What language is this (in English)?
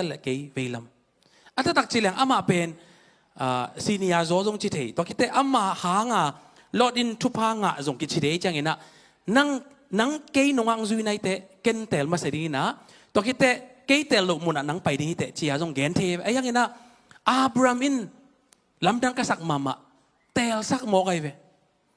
Tedim Chin